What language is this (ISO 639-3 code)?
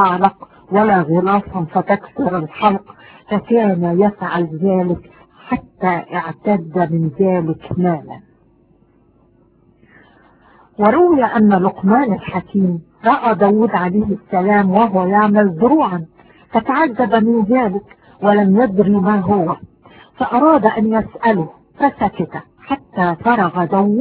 ara